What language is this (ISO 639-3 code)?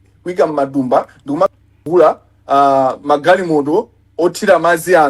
nya